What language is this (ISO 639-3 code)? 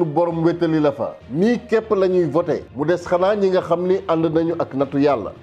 wol